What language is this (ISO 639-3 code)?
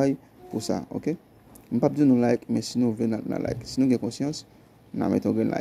hat